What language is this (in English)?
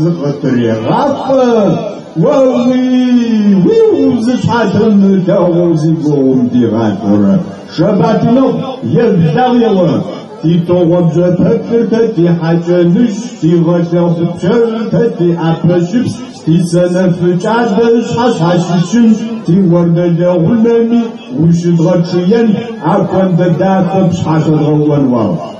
Kabardian